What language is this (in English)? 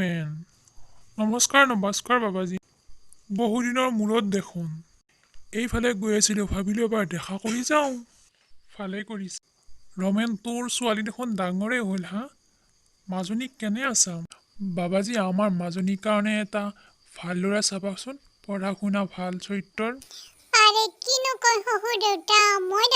Assamese